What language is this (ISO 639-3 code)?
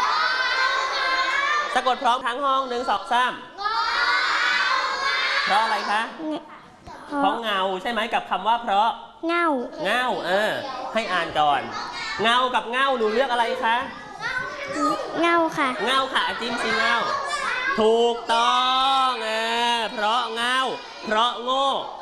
tha